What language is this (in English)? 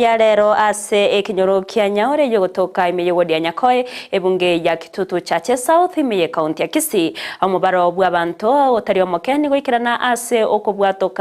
Gusii